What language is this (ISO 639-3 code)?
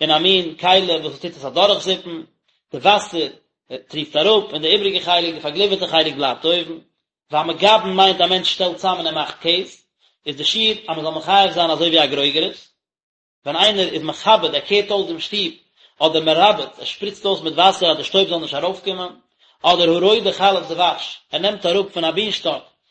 yid